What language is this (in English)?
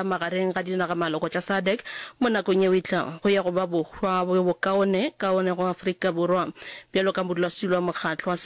Northern Sotho